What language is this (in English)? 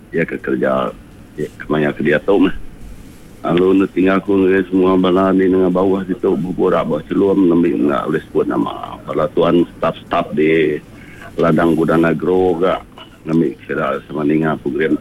Iban